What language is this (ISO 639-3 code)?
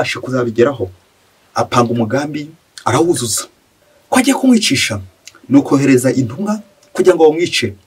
kin